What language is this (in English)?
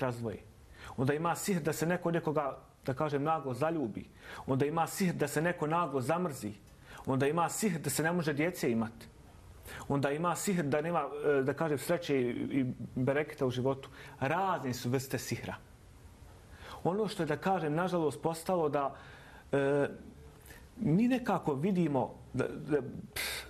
Bosnian